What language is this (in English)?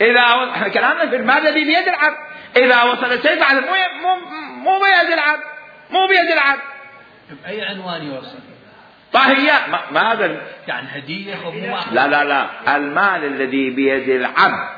Mesopotamian Arabic